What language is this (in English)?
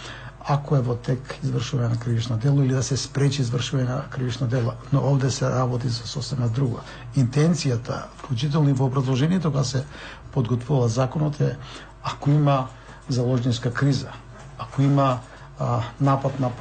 Macedonian